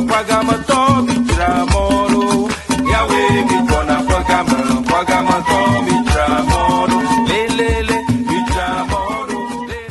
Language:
Ewe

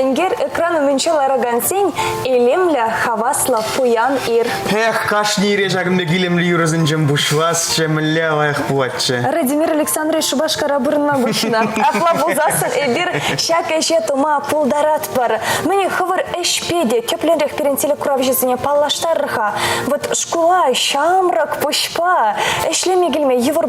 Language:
Chuvash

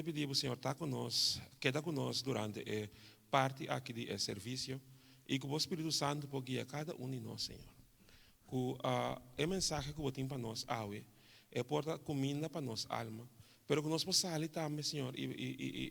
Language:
Papiamento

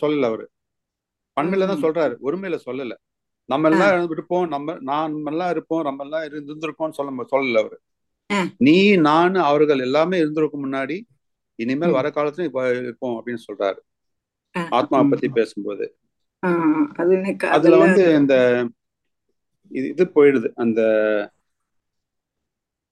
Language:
Tamil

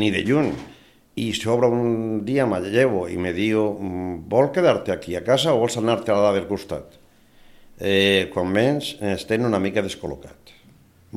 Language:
Catalan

